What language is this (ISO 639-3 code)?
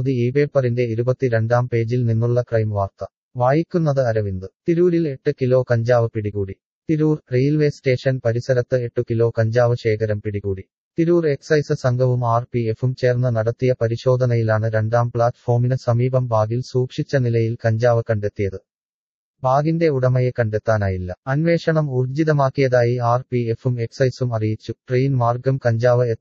mal